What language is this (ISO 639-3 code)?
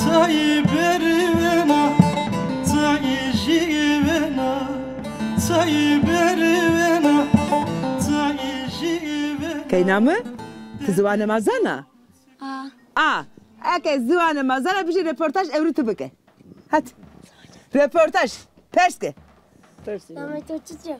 zza